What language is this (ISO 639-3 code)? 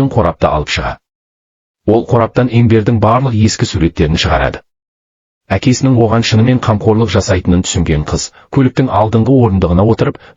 kaz